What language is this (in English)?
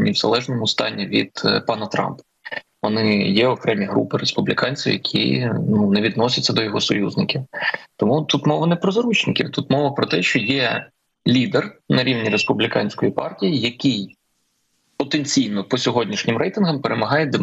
Ukrainian